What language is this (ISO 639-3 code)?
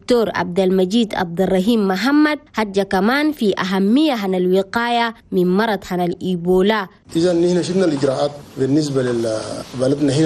shu